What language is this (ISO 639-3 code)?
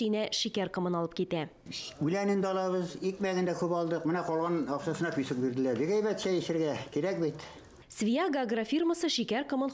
tat